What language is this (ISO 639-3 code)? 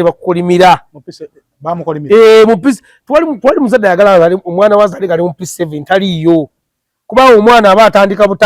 lug